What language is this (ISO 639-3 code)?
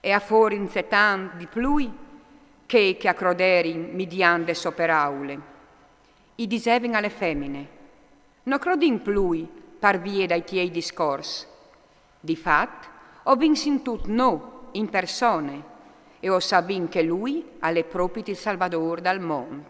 fur